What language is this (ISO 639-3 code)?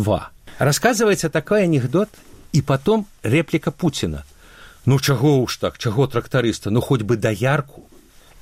bel